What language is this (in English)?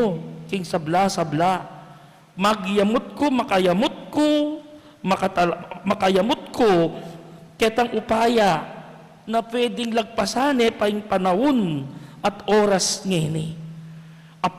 Pampanga